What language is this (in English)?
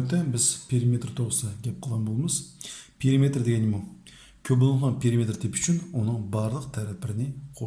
Uyghur